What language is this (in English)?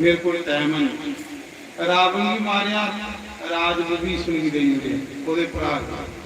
Dogri